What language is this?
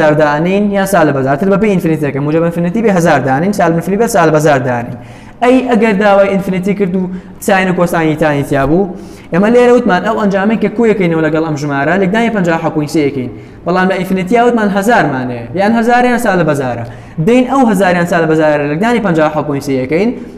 Central Kurdish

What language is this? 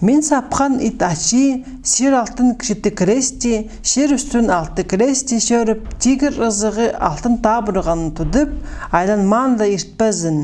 Khakas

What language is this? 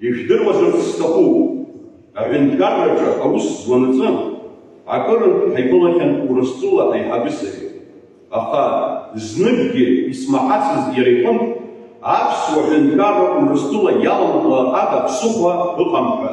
Abkhazian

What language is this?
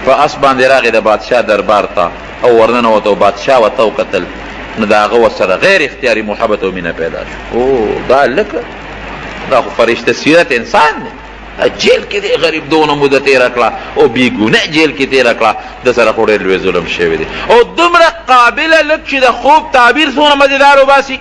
Pashto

